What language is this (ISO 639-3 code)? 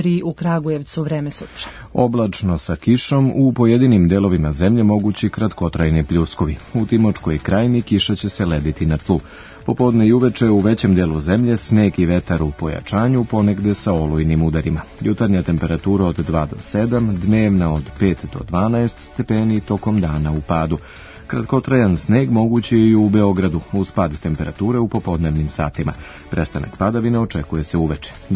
srp